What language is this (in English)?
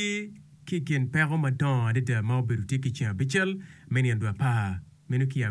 Acoli